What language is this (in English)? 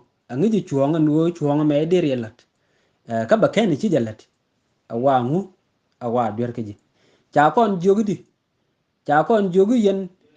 Nuer